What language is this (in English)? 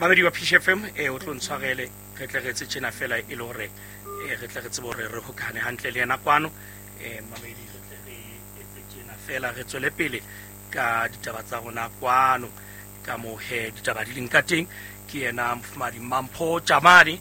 Southern Sotho